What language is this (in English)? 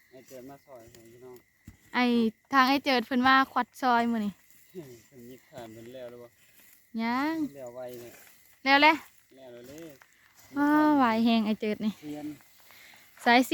Northeastern Thai